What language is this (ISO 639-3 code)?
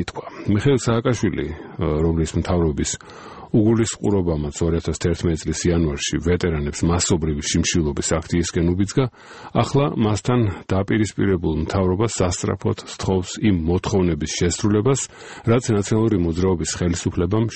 kat